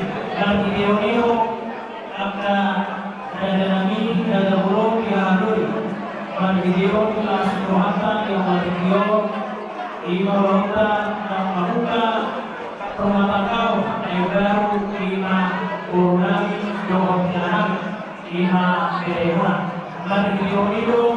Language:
Batak Toba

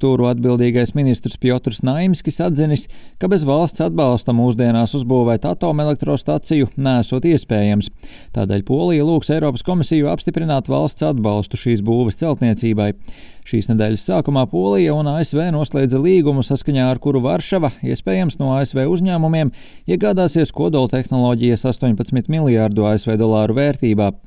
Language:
Latvian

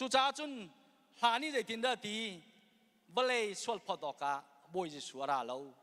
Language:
Hakha Chin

